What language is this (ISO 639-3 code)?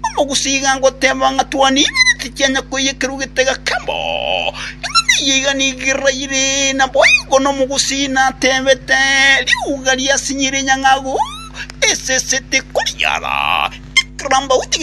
guz